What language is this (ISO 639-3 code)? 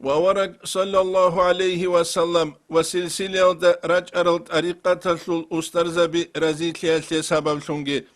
ava